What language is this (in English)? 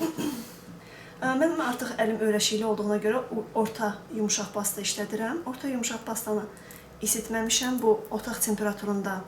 Azerbaijani